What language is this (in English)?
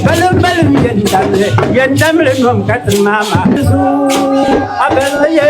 Dagbani